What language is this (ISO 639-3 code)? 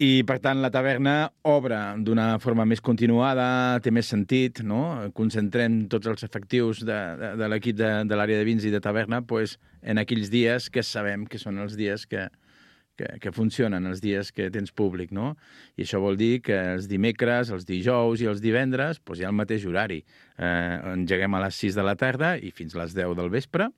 cat